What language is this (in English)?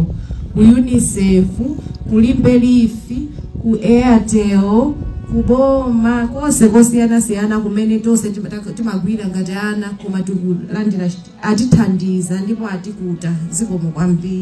Nyanja